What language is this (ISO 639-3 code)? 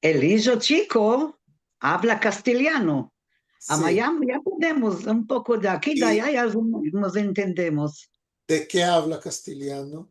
lad